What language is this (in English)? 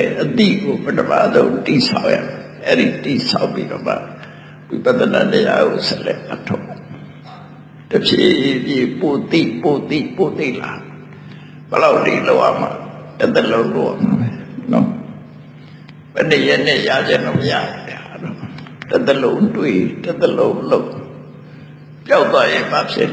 Burmese